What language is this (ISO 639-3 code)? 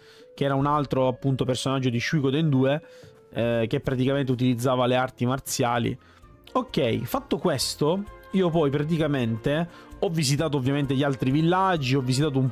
ita